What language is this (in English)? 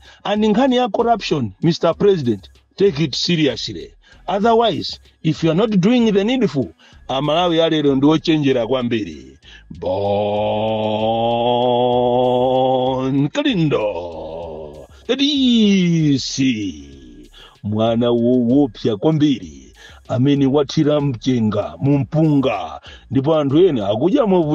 Nyanja